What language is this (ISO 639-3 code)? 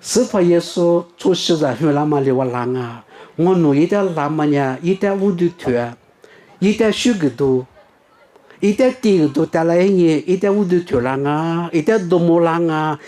lis